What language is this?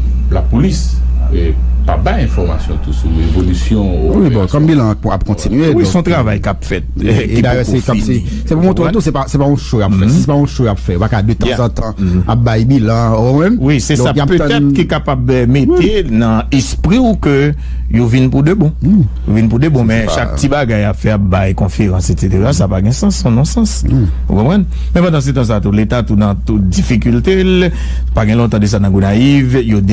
Haitian Creole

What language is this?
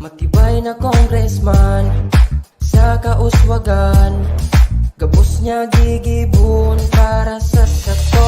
Bikol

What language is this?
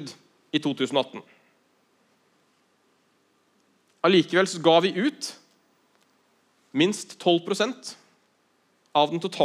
Norwegian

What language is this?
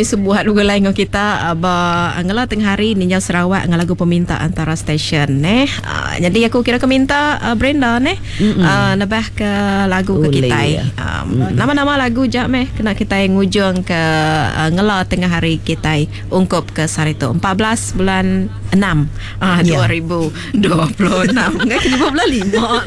Iban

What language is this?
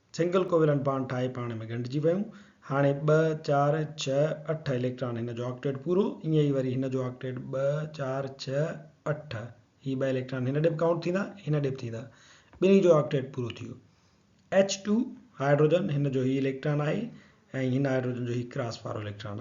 Sindhi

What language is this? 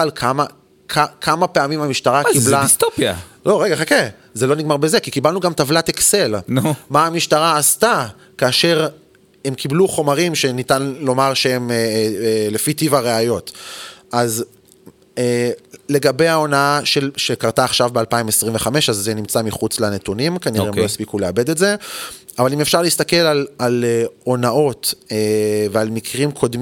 Hebrew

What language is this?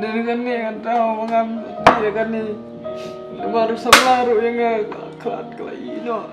Khasi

